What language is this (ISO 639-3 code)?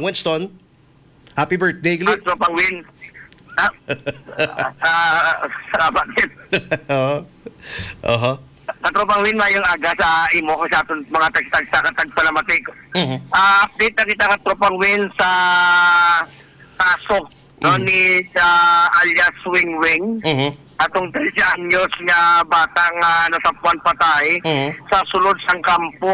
hil